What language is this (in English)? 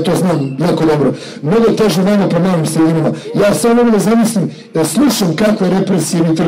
Serbian